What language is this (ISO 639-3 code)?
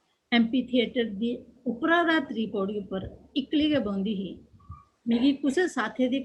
doi